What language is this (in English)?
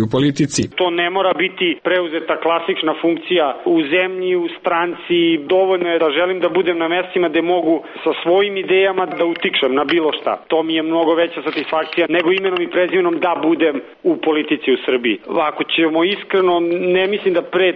Serbian